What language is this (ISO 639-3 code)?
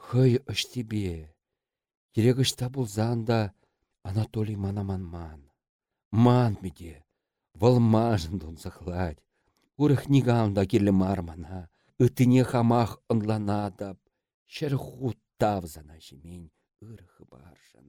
chv